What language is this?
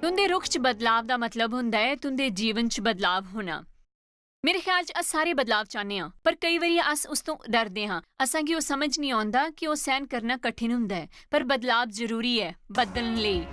Dogri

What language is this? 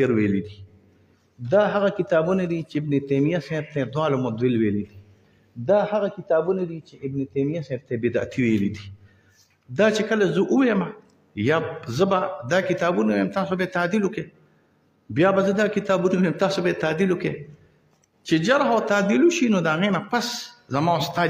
Pashto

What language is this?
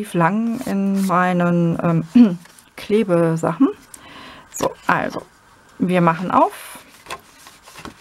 German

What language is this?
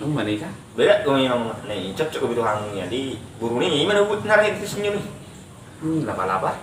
Batak Toba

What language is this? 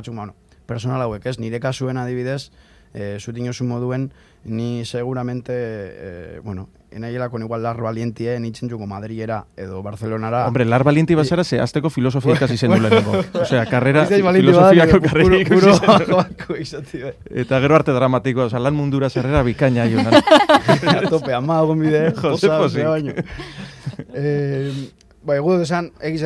Basque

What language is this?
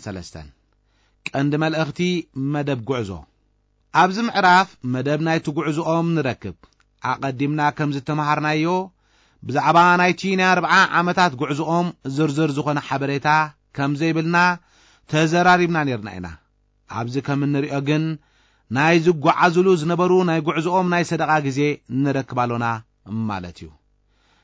Tigrinya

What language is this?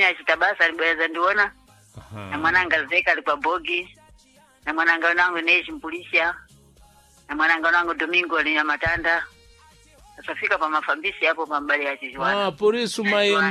Sena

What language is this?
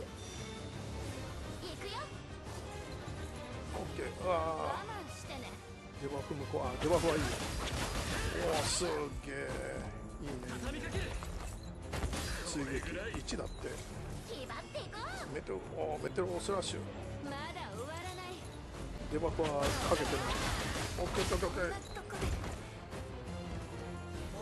Japanese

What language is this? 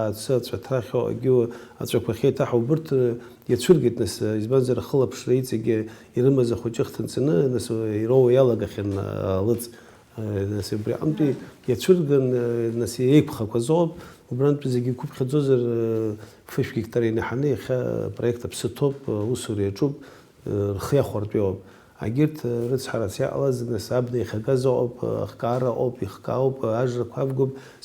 Abkhazian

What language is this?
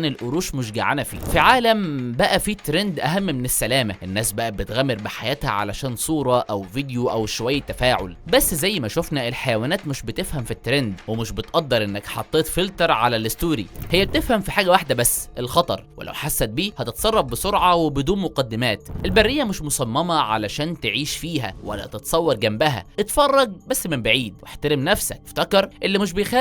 Egyptian Arabic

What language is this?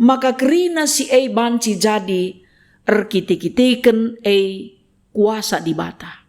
Batak Karo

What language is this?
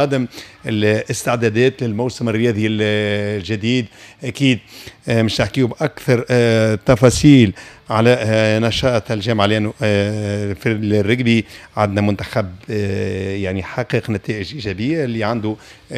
Tunisian Arabic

